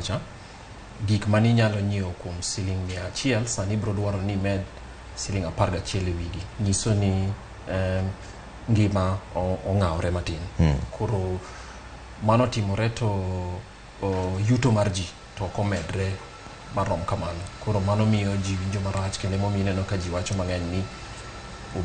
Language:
Luo (Kenya and Tanzania)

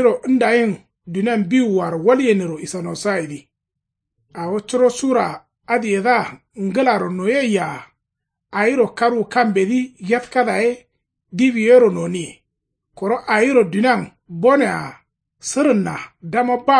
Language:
Kanuri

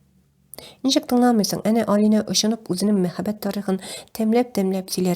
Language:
Tatar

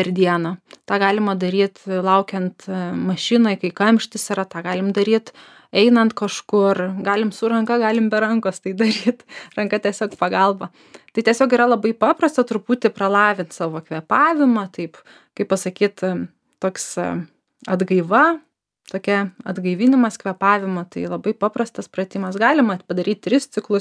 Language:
Lithuanian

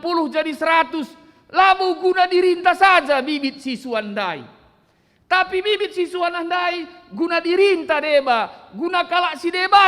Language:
Batak Karo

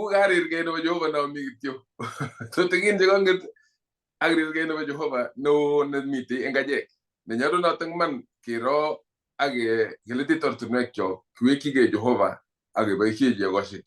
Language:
Kalenjin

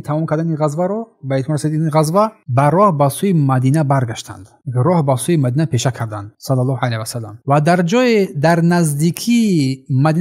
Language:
Tajik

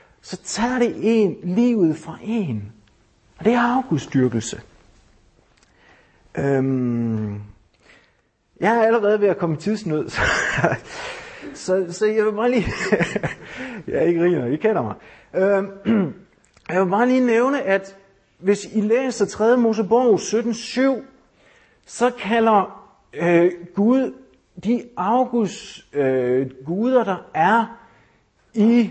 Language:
Danish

